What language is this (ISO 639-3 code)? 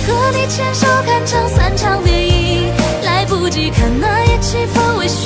zho